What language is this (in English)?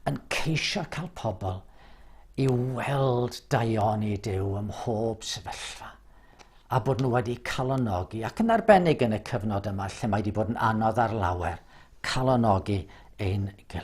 Welsh